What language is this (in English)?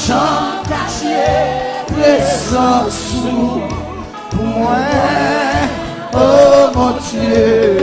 Haitian Creole